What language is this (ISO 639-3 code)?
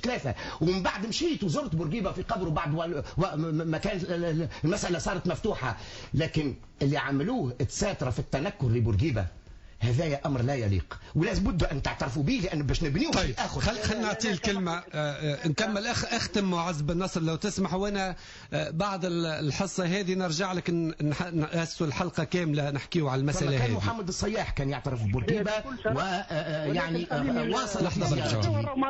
aeb